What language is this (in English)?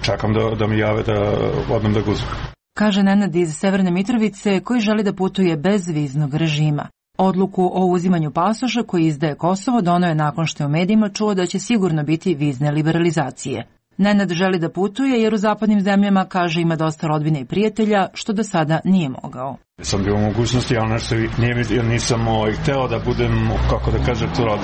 Serbian